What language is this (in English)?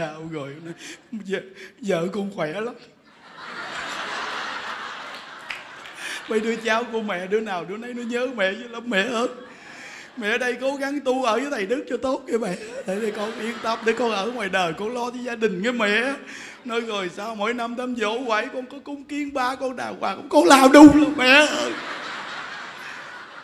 Vietnamese